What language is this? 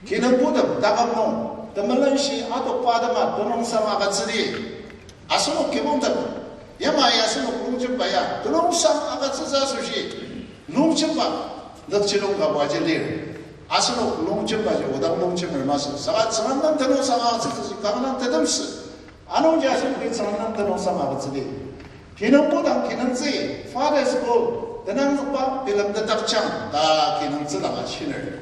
Ao Naga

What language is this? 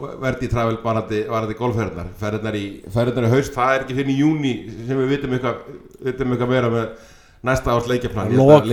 Icelandic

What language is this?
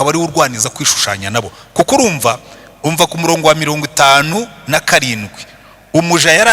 Kinyarwanda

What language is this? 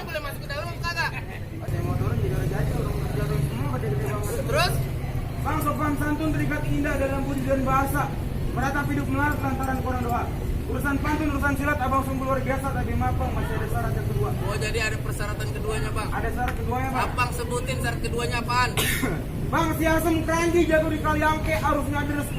Betawi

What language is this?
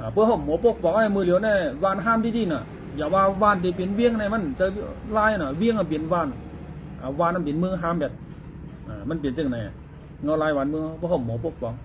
Shan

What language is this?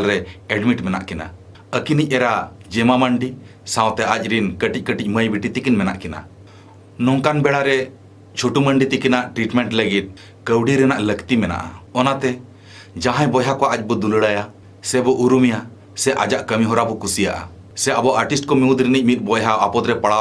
Santali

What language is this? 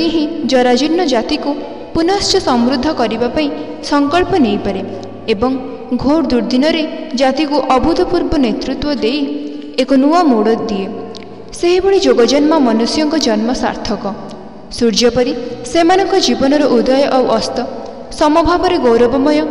Odia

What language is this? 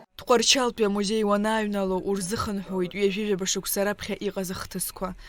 Abkhazian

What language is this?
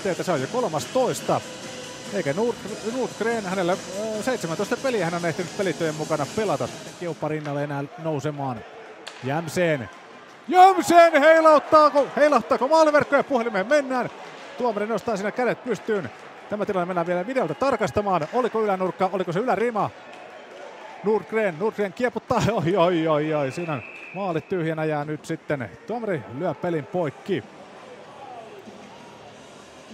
Finnish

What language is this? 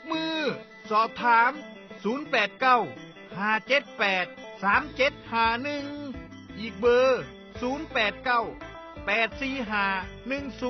Northeastern Thai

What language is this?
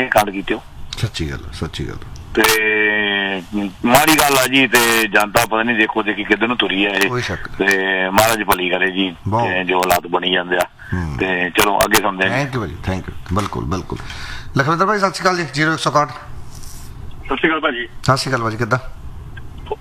Punjabi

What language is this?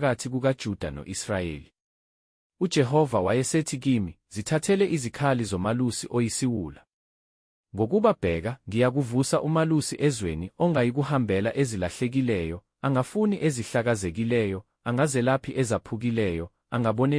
Zulu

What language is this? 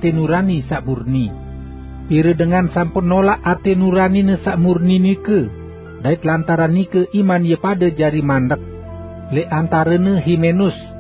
Sasak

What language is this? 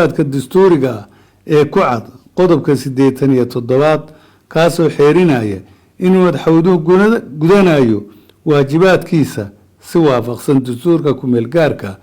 Somali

